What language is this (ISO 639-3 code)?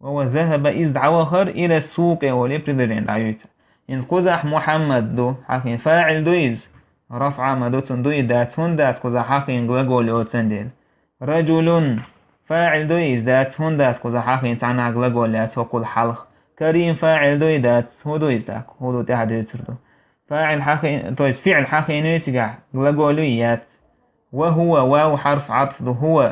che